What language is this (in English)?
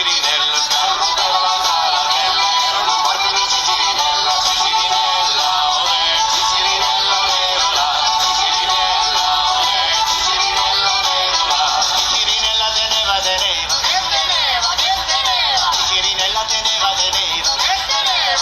Neapolitan